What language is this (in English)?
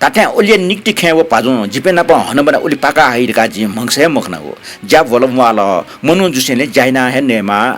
Newari